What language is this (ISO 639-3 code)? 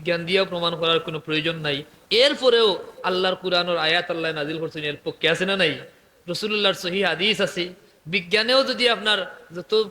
syl